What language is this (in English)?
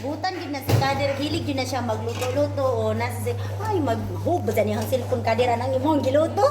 Cebuano